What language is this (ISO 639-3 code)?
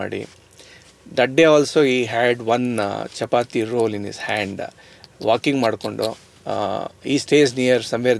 kan